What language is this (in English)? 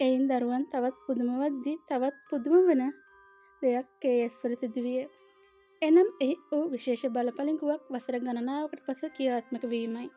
Sinhala